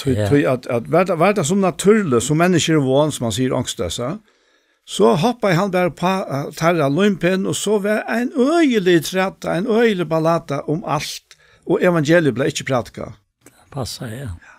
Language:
Faroese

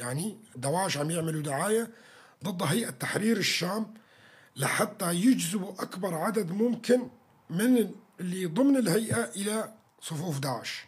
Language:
North Levantine Arabic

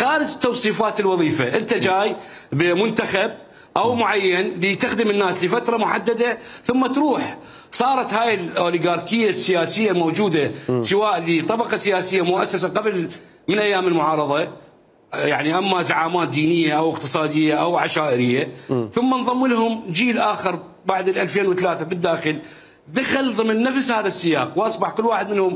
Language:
Mesopotamian Arabic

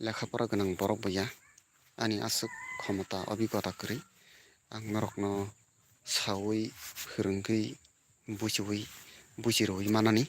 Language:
Kok Borok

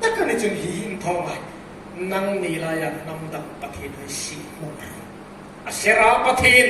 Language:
Hmar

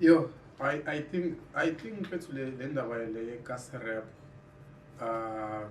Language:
Zulu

